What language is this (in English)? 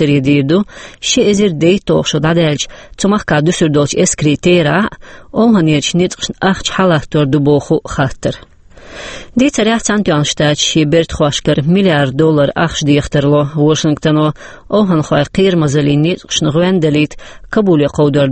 Chechen